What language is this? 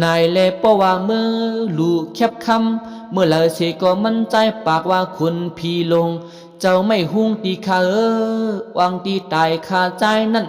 Shan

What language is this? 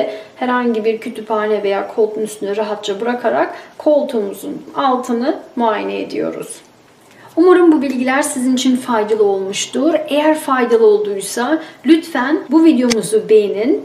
Turkish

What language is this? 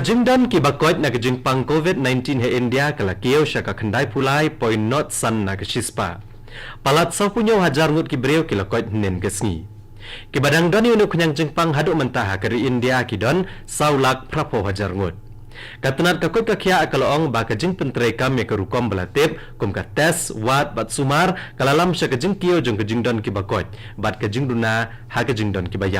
Khasi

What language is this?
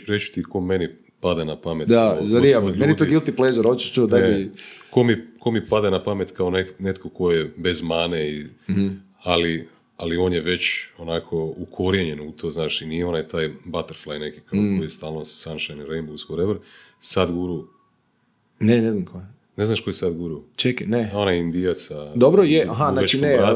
Croatian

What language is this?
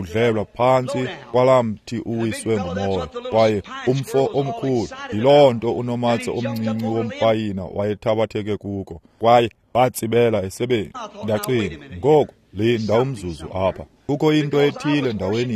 Xhosa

